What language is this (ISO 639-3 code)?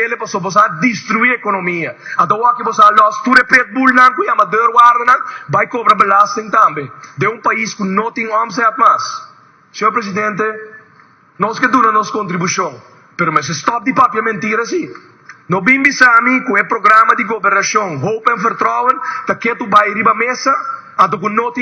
pap